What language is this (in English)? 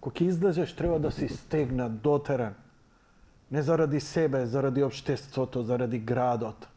Macedonian